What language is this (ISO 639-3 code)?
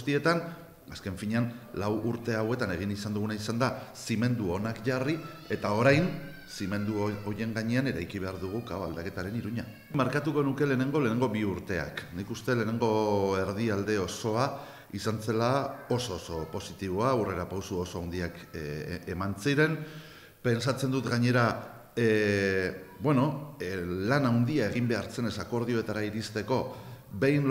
eus